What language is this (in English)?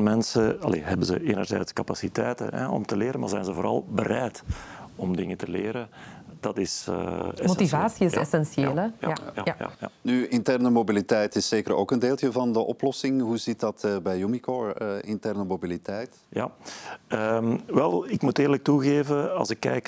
Dutch